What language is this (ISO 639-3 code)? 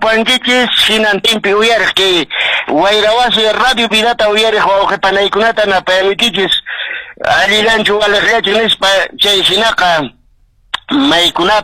que